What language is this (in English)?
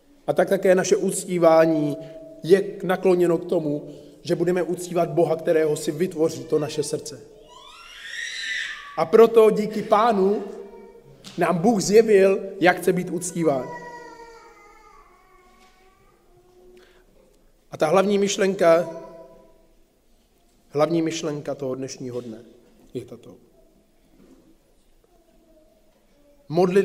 Czech